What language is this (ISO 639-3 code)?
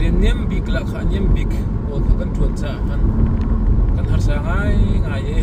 cnh